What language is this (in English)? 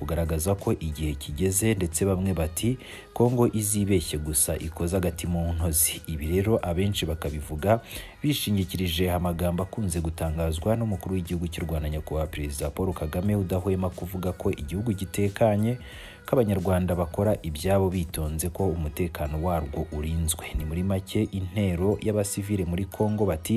Kinyarwanda